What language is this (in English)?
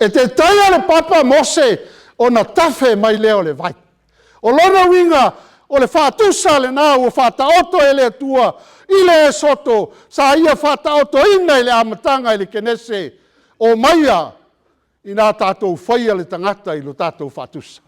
Samoan